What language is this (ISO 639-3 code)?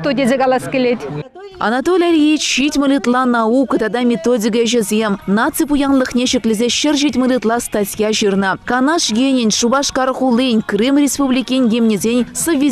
chv